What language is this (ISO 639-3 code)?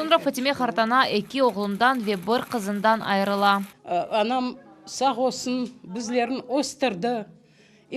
crh